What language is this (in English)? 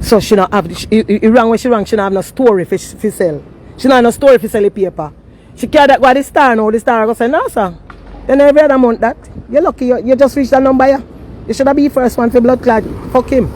Jamaican Creole English